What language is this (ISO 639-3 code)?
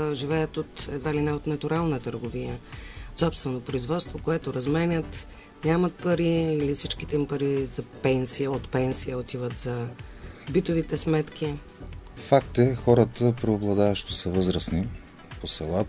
bul